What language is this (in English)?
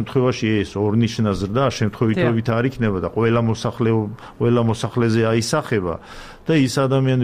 Georgian